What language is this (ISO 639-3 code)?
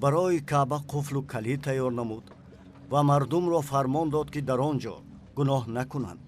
tgk